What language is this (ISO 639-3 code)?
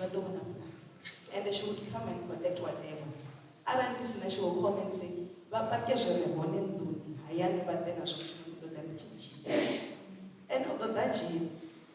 ven